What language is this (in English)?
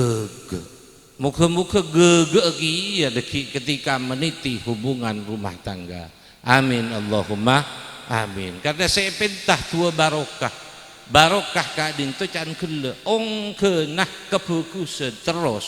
Madurese